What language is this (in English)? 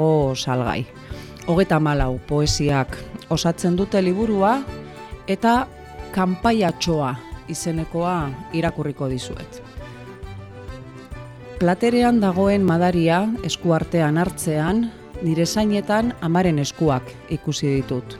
Basque